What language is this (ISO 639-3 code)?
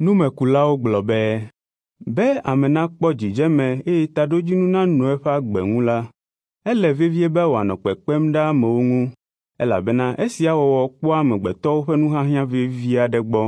ewe